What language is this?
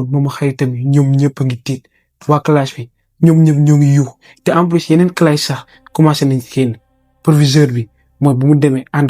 Wolof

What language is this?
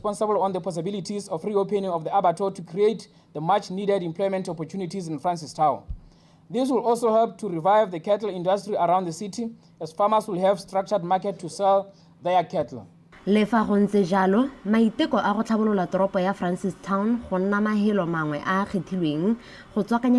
Tswana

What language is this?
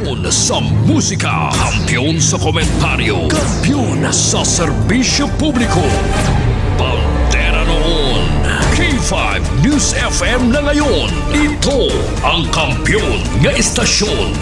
Hiligaynon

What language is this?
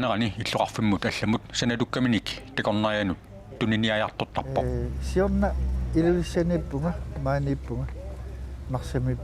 Kalaallisut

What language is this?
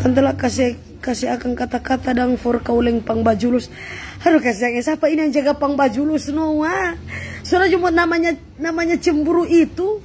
Manado Malay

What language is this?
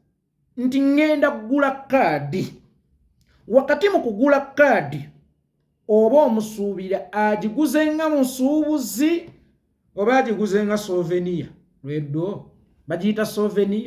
Ganda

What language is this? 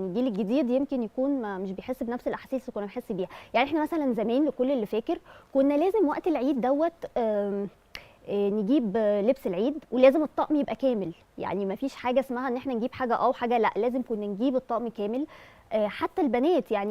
Egyptian Arabic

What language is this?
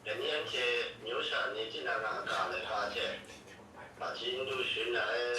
Kachin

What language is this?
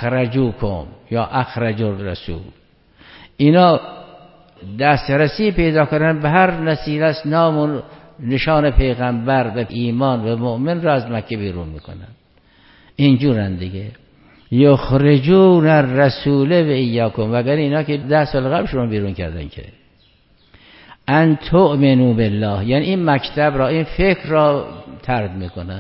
Persian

